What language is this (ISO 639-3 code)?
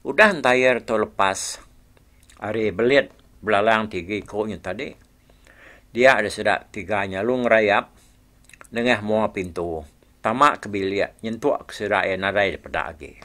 iba